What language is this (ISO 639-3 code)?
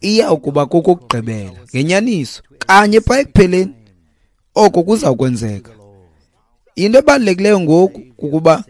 xho